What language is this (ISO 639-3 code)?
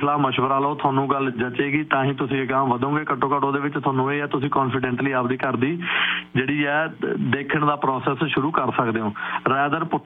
pan